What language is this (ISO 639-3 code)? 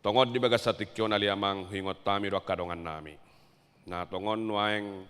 bbc